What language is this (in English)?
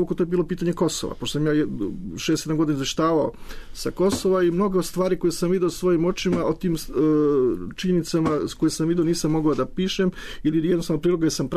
Serbian